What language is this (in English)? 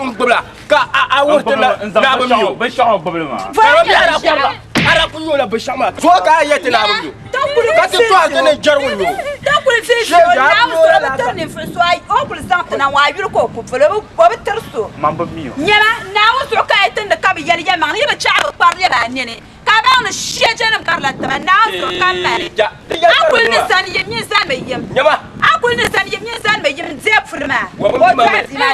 Dagbani